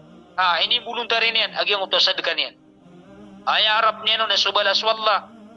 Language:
Maranao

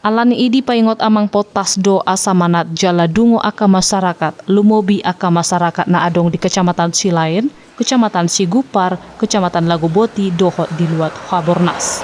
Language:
Batak Toba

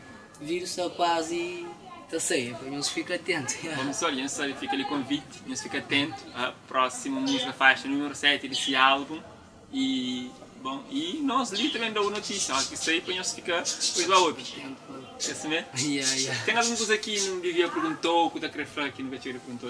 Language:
Kabuverdianu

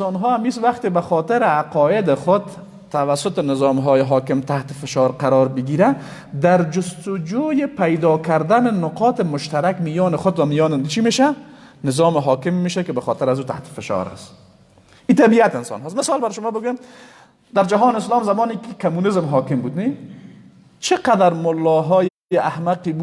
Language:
Persian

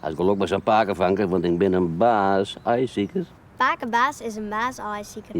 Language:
Western Frisian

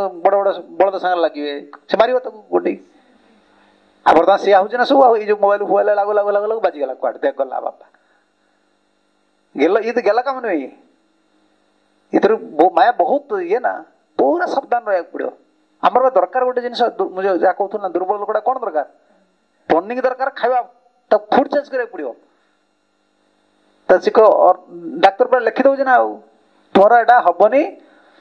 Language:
Odia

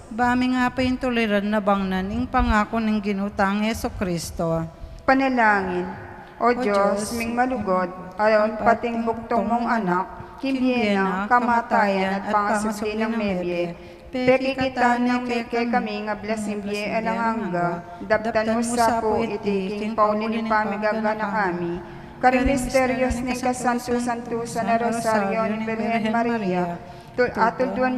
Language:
Pampanga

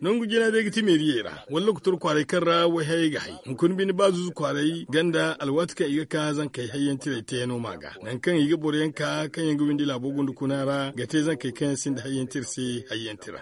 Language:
Zarma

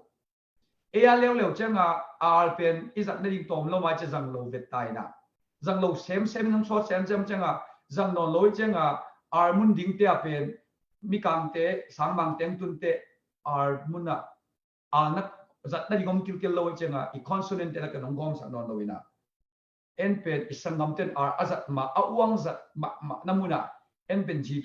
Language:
Tedim Chin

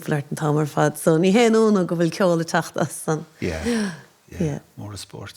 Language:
Irish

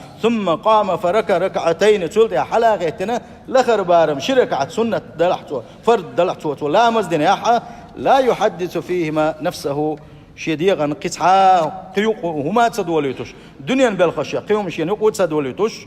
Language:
Chechen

